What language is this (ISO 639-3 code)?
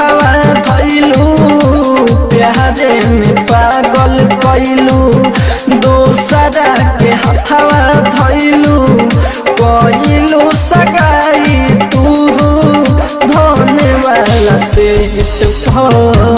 bho